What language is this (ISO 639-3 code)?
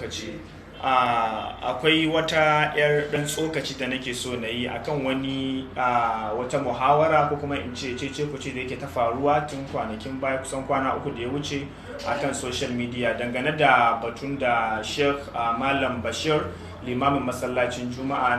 hau